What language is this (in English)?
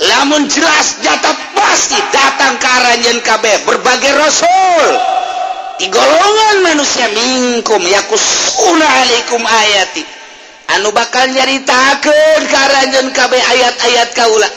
Sundanese